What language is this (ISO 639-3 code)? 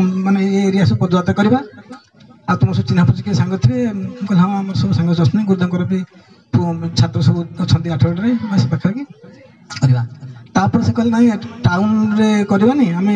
ori